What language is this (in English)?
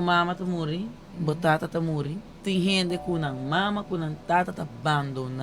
Papiamento